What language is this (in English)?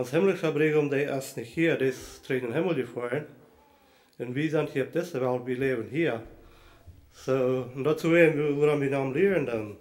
Plautdietsch